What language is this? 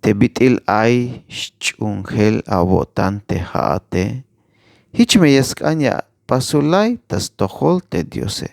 Tzeltal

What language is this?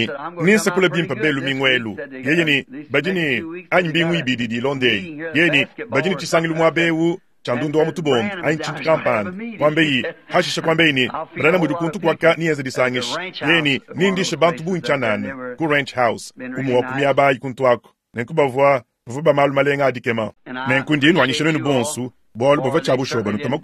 Luba-Lulua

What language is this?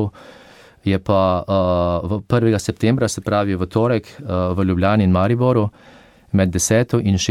Slovenian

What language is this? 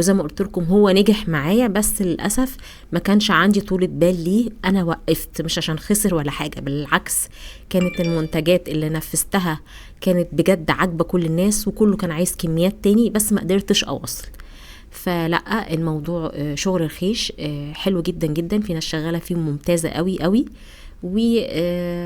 Egyptian Arabic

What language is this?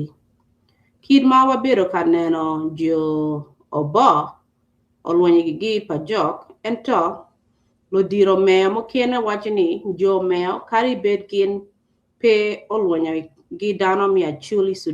Acoli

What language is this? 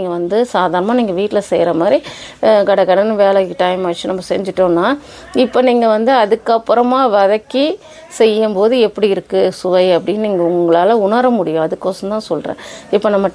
Tamil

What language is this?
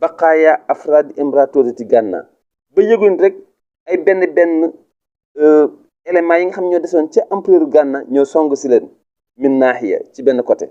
Wolof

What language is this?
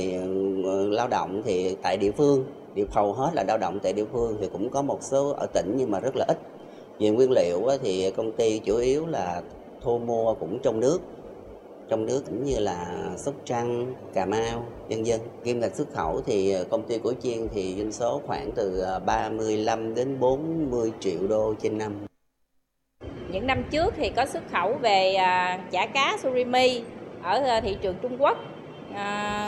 Vietnamese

